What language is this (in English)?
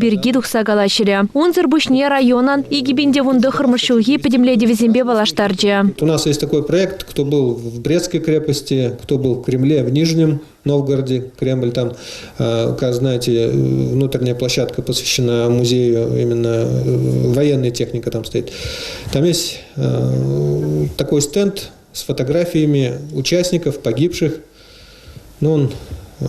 Chuvash